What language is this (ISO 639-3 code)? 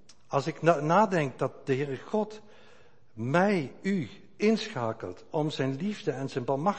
nld